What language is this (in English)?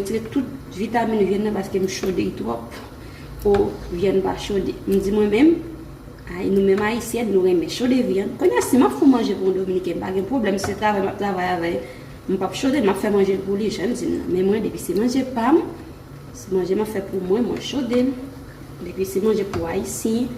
Haitian Creole